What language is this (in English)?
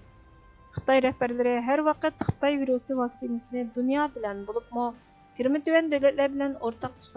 Uyghur